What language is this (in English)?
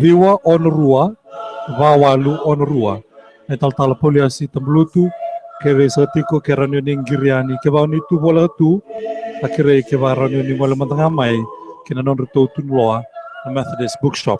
Fijian